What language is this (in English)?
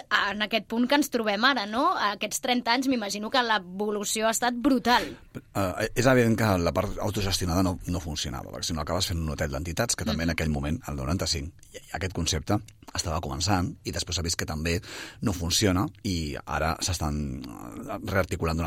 Catalan